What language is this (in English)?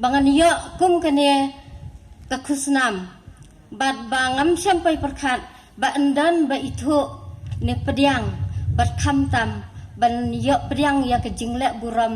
Khasi